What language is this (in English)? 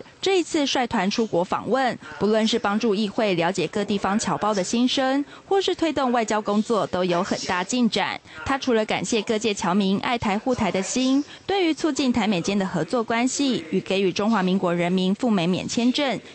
Chinese